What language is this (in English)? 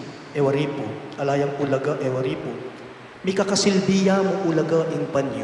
Pampanga